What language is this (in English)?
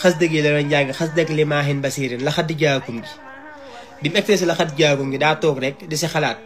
Wolof